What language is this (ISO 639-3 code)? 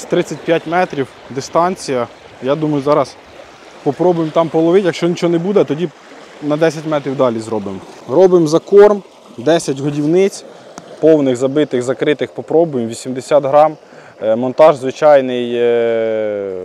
ukr